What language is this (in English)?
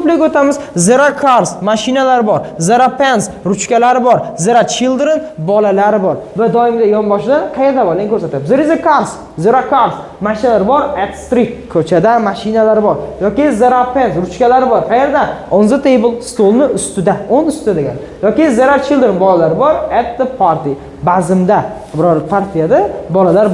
Uzbek